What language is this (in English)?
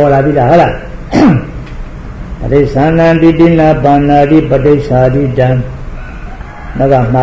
Burmese